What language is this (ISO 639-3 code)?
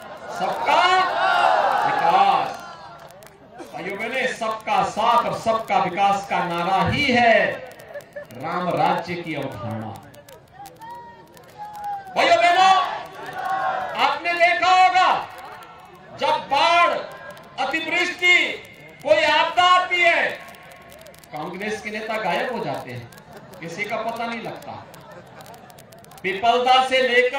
hin